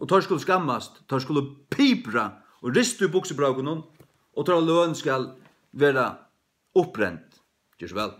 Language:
Faroese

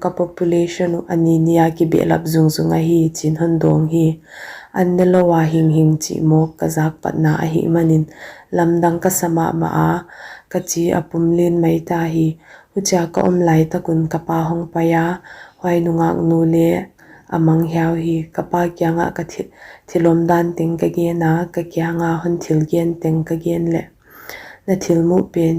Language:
Paite Chin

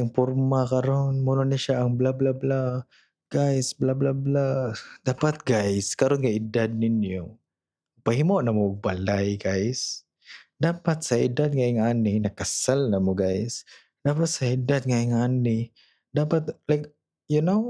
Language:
Cebuano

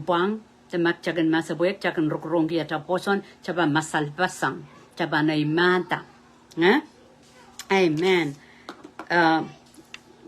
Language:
Pohnpeian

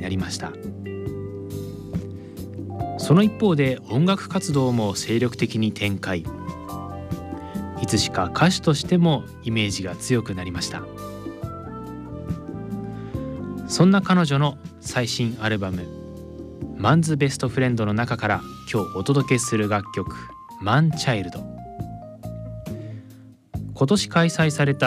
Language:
Japanese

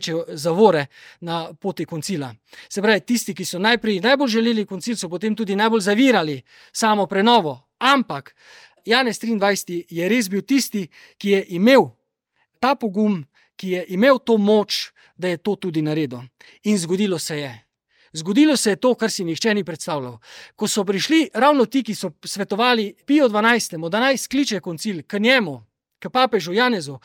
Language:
Slovenian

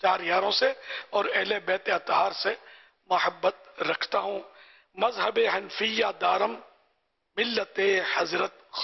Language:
Urdu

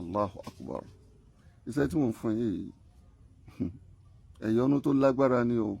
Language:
Yoruba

